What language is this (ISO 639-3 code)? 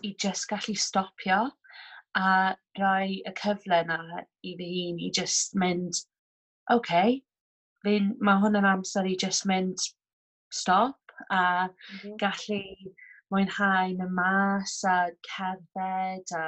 cym